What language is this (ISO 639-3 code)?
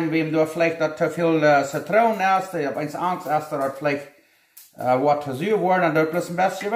pdt